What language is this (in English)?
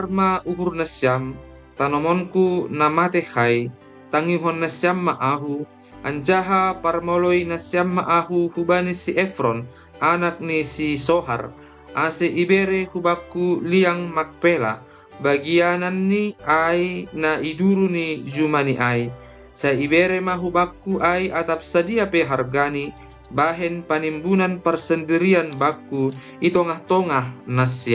Batak Simalungun